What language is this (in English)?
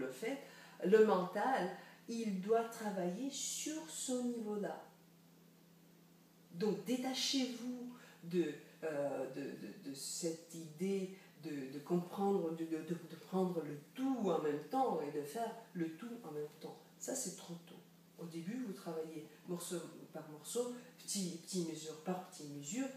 French